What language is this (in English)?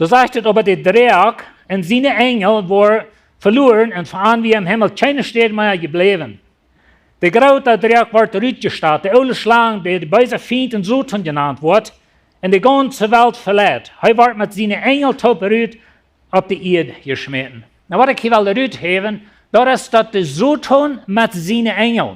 Plautdietsch